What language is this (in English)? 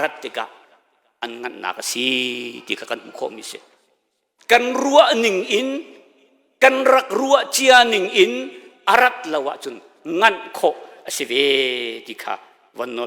Hakha Chin